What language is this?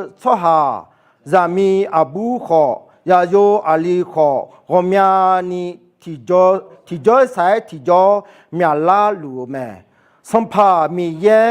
Akha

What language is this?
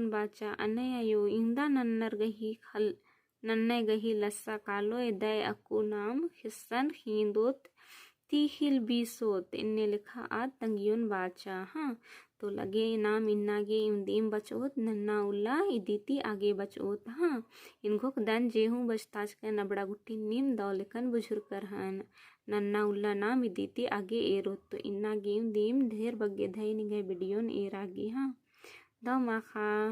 Kurukh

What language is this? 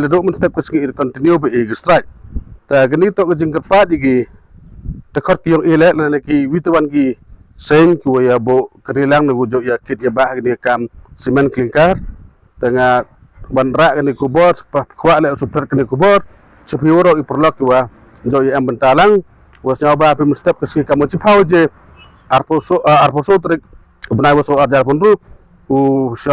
Khasi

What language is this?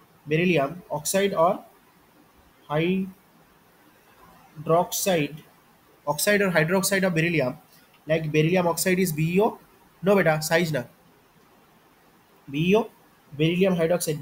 Bangla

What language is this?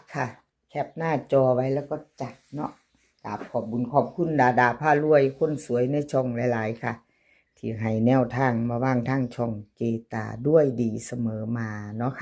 Northeastern Thai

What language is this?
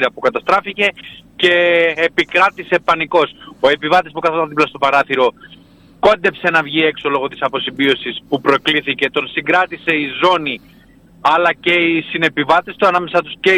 Greek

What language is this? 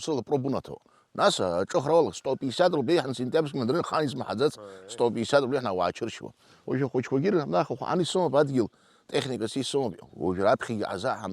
Abkhazian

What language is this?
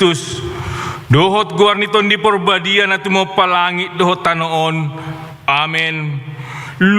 Batak Toba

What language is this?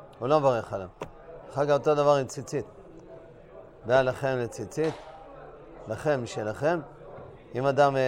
Hebrew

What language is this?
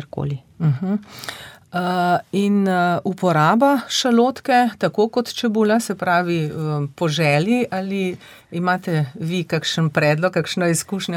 Slovenian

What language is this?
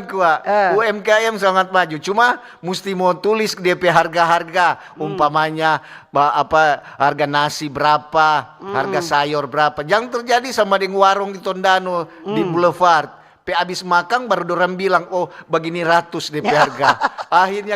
Manado Malay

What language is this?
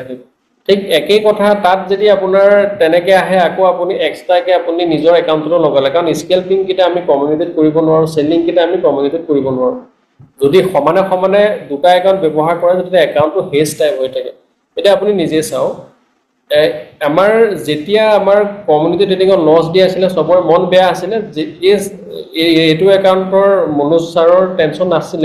Assamese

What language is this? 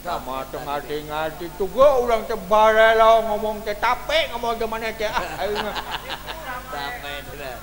Sundanese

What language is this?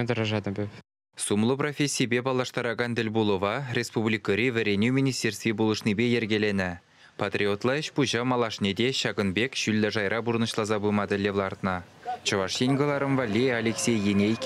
Chuvash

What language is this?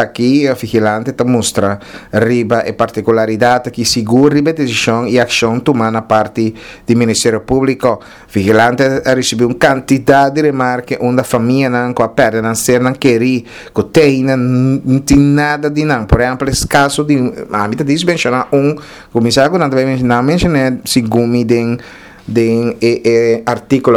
Papiamento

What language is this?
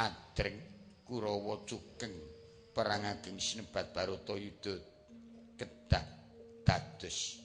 Javanese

